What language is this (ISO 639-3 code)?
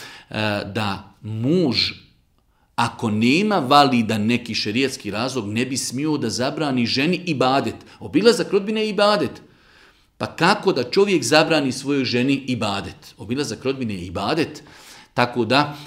bos